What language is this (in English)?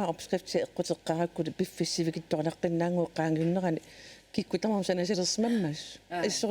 Kalaallisut